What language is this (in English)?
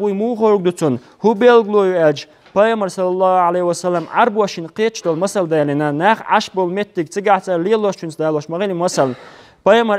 Chechen